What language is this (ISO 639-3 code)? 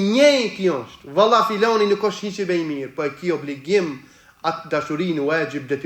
sqi